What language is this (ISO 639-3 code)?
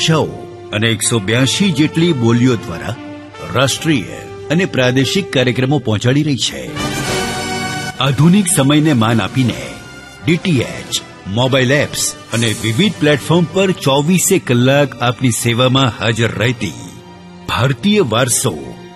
guj